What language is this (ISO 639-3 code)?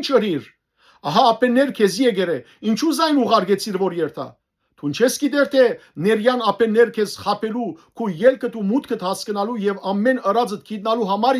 hyw